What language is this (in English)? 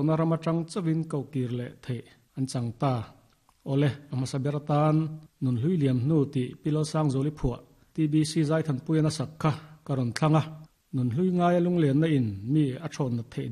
Mizo